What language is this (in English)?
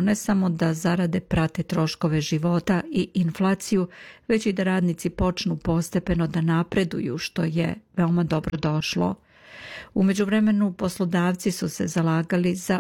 Serbian